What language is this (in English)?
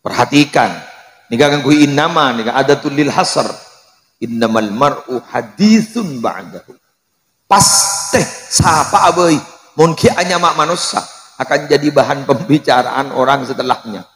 Madurese